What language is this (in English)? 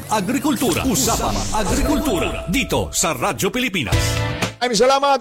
Filipino